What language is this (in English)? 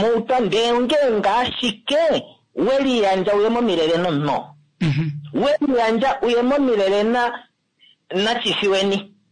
Kuanyama